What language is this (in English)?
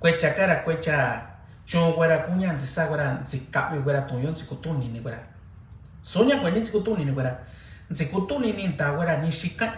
Mixtepec Mixtec